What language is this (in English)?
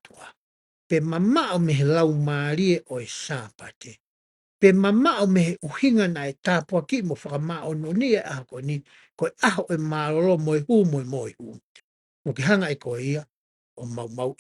Tongan